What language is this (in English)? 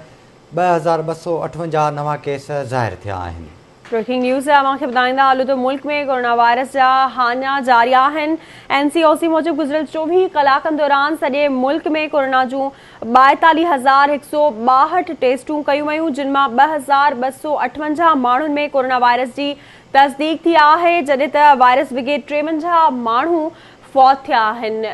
Sindhi